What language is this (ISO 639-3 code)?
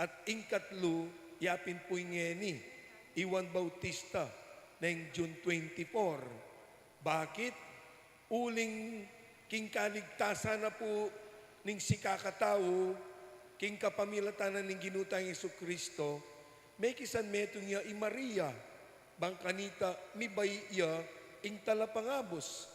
pam